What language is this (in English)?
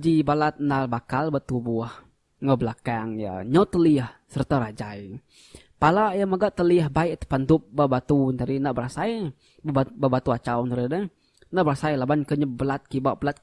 Iban